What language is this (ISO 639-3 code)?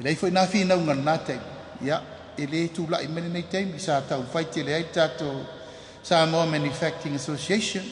smo